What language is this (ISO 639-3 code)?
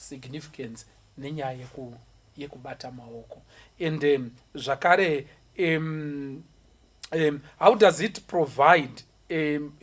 sna